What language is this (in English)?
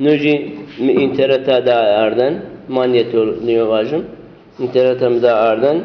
Zaza